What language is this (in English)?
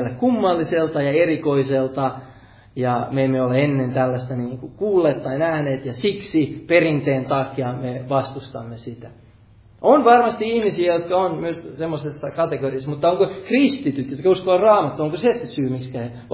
Finnish